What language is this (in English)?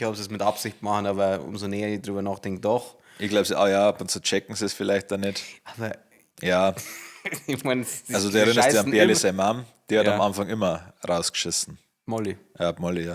Bavarian